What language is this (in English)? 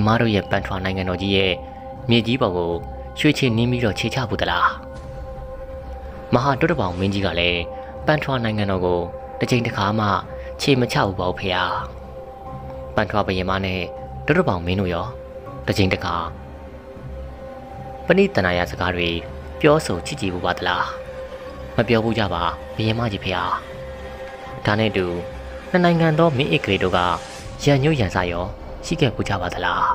Burmese